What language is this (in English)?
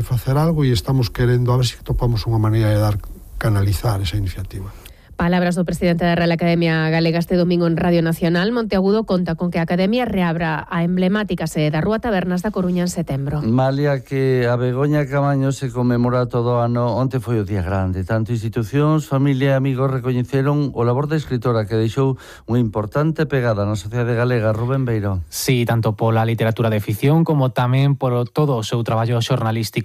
Galician